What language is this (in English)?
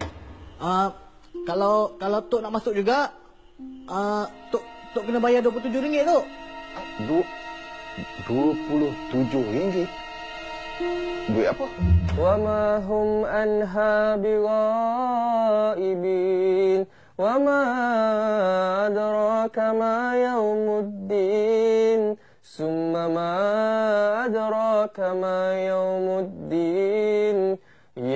Malay